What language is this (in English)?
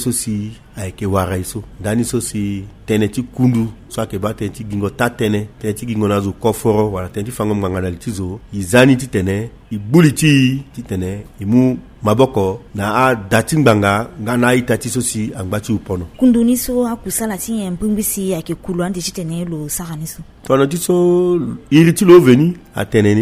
Sango